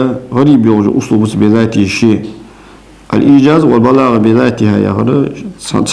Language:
Ingush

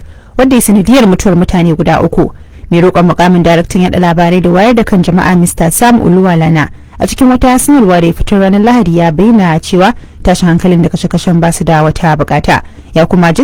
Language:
Hausa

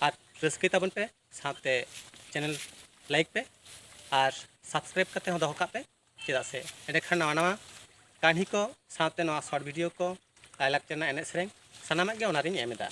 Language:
Santali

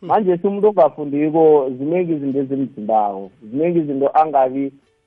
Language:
South Ndebele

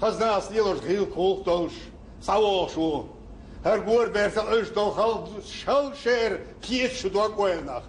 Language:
Chechen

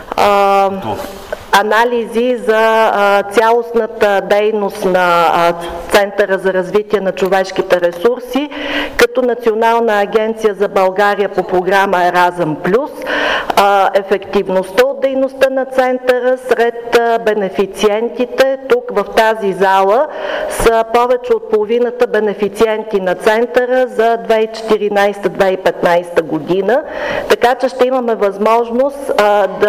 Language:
Bulgarian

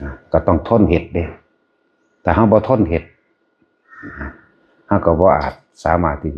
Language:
Northeastern Thai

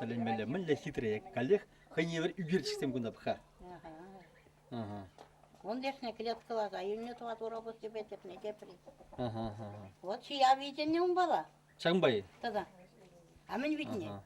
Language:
Chuvash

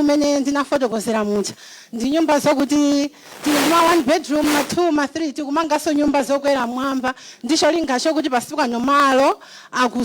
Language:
Nyanja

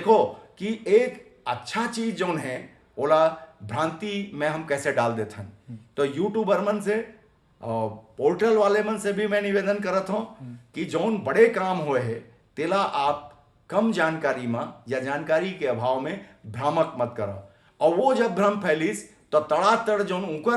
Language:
Chhattisgarhi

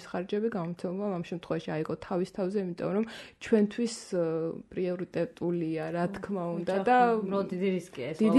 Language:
Georgian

